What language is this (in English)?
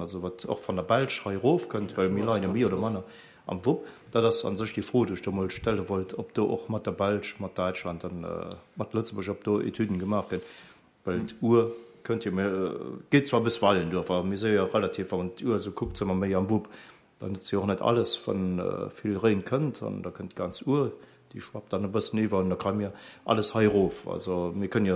Luxembourgish